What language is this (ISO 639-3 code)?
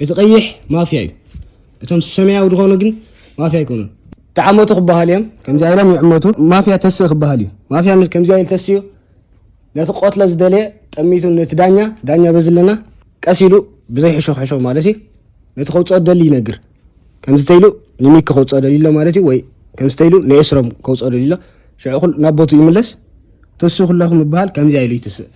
tir